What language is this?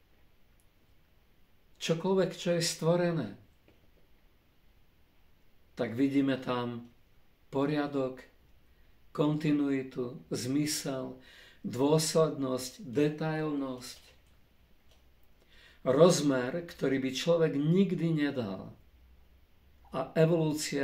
Slovak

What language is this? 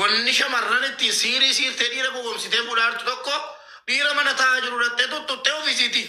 Oromo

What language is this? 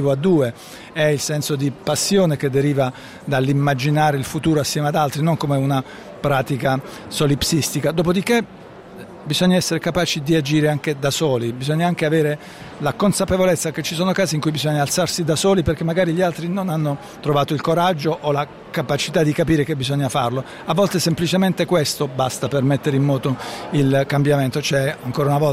Italian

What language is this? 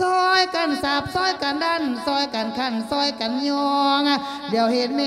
Lao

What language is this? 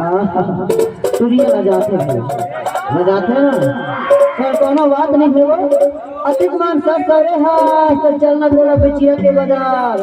Chhattisgarhi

